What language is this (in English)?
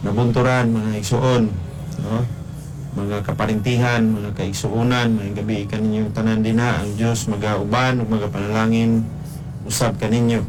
Cebuano